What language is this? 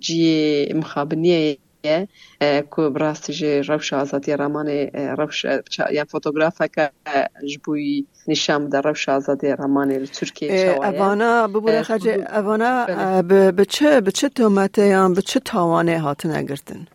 Kurdish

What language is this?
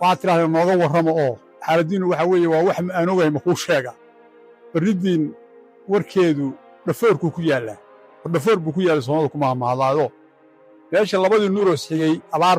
Somali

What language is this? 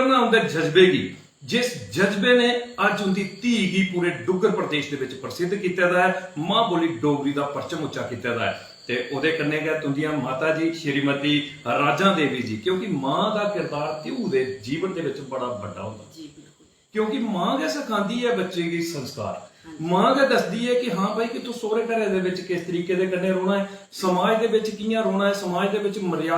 Dogri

